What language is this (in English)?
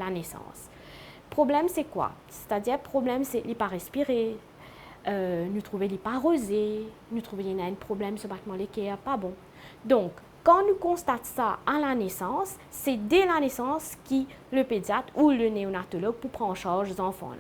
Morisyen